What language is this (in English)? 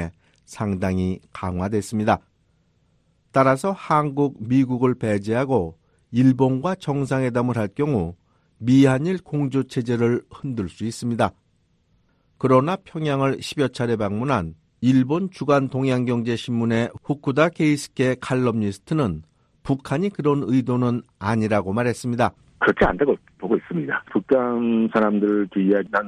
Korean